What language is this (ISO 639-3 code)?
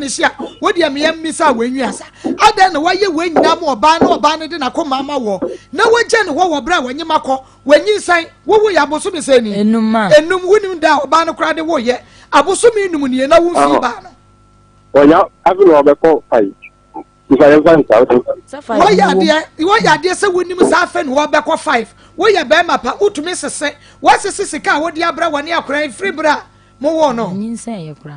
aka